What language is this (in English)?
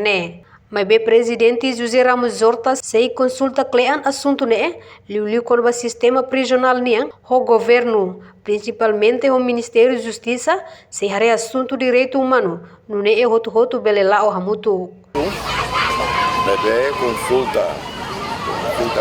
Tetum